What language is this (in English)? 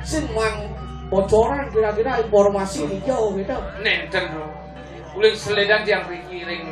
Balinese